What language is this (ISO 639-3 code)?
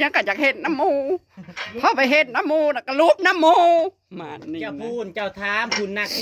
tts